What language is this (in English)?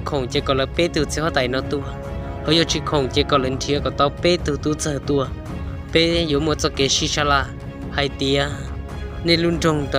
Hmong